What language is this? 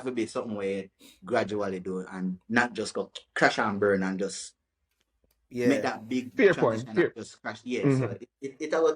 Jamaican Creole English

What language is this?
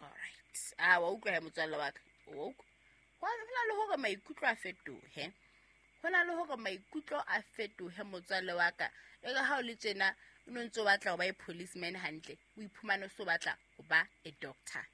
Southern Sotho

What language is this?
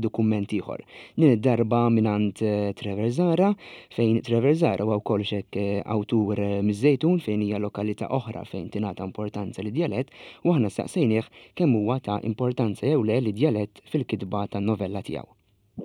Maltese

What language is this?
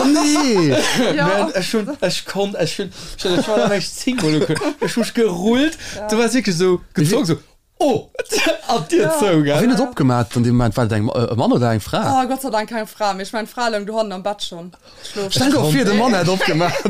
Luxembourgish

